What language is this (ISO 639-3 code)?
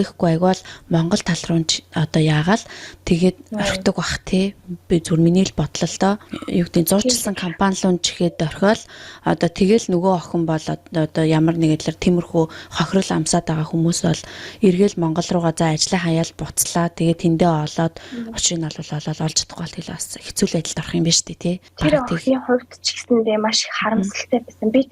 mon